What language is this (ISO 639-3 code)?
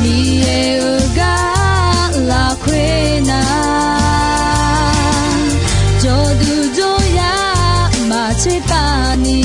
ahk